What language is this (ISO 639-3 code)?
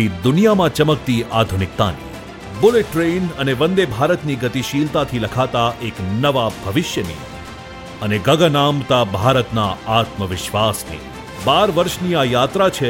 guj